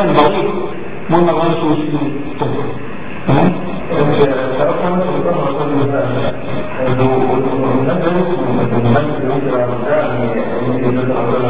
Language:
Hebrew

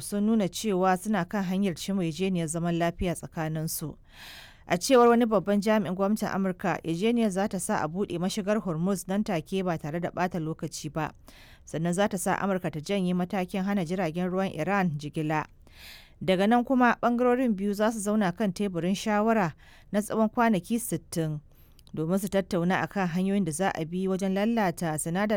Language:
Hausa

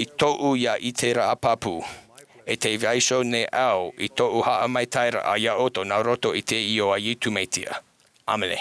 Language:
Tahitian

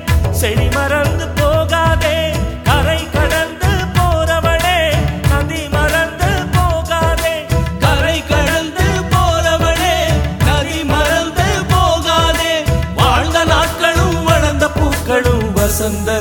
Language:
Tamil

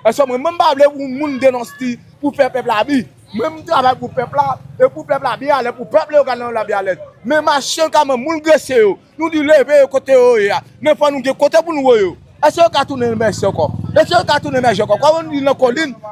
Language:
Haitian Creole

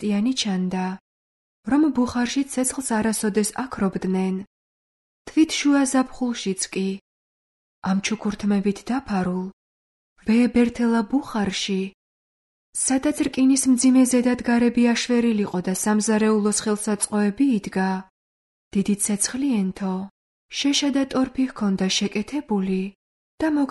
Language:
Georgian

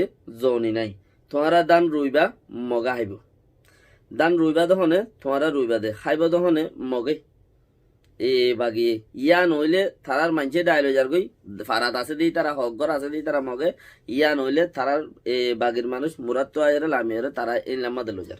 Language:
Rohingya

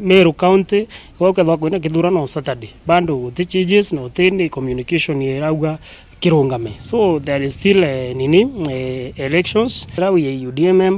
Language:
Meru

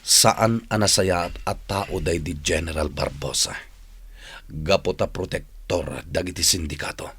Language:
Iloko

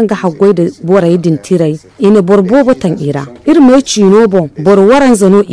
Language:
Zarma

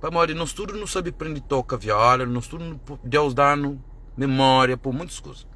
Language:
Kabuverdianu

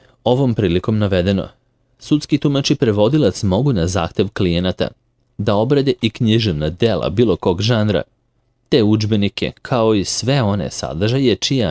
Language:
Serbian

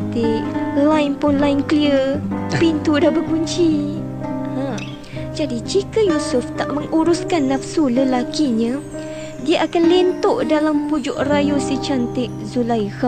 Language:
Malay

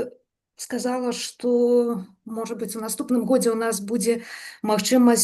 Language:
Belarusian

